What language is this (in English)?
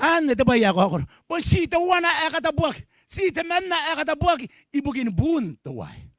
Gilbertese